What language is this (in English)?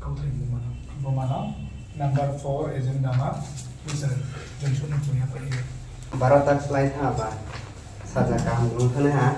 Riang (India)